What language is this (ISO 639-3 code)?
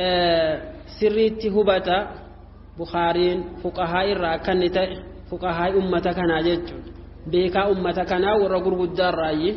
orm